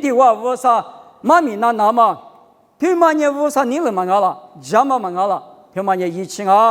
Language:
Lisu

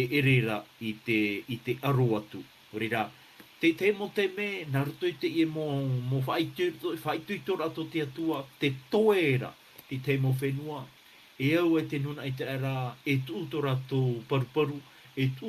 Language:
Tahitian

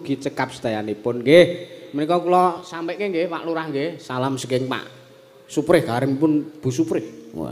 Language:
Javanese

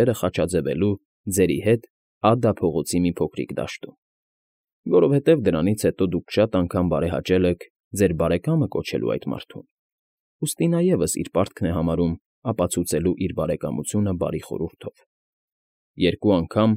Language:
Armenian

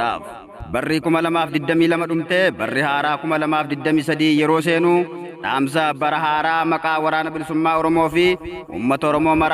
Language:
Oromo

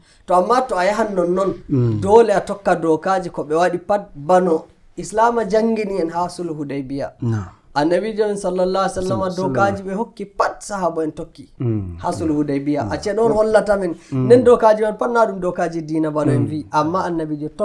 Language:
Nigerian Fulfulde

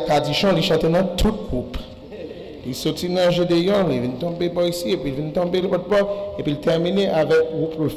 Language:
French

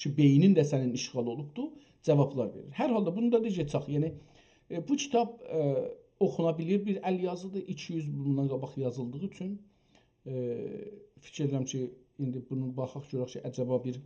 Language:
South Azerbaijani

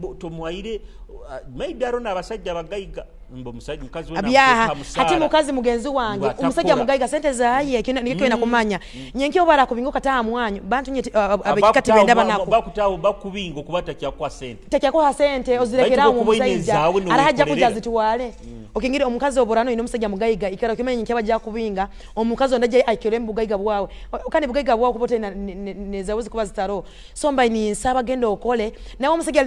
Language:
Nyoro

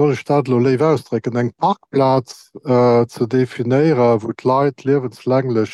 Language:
Luxembourgish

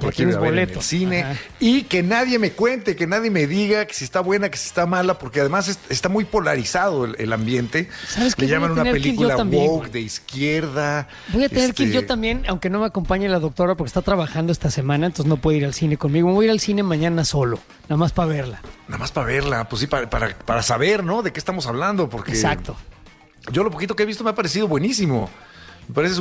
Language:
Spanish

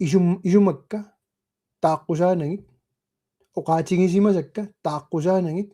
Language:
Kalaallisut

